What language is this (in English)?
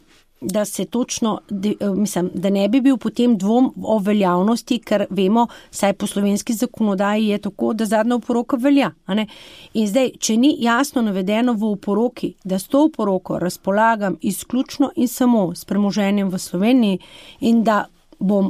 Slovenian